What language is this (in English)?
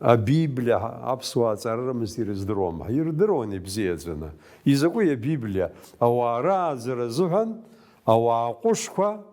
Abkhazian